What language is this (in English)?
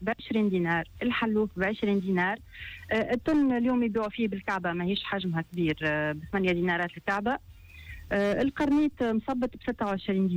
Tunisian Arabic